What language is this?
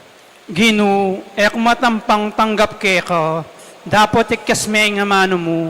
Pampanga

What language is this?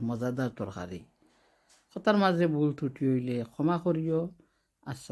Sylheti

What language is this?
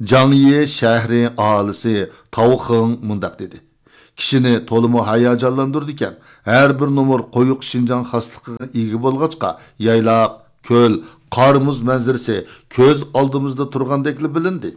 Uyghur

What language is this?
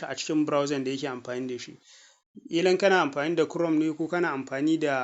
Hausa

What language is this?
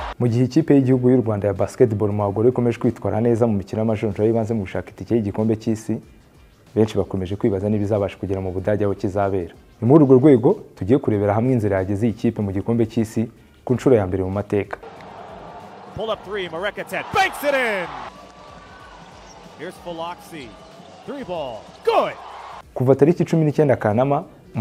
Kinyarwanda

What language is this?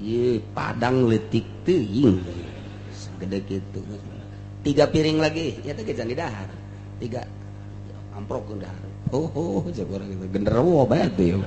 Sundanese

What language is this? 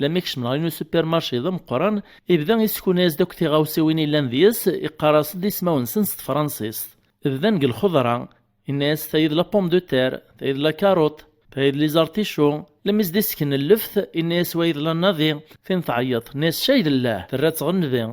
Kabyle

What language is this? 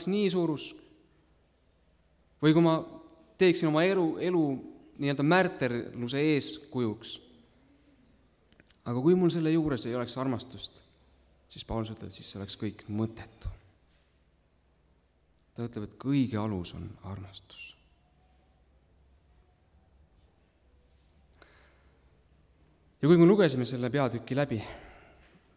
Estonian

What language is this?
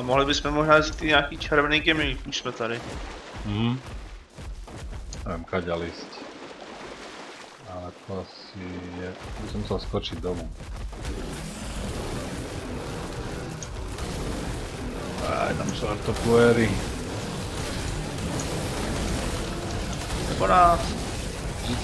Slovak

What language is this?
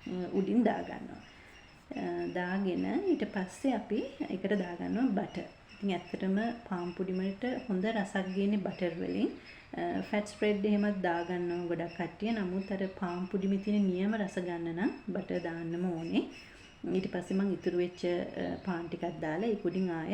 Sinhala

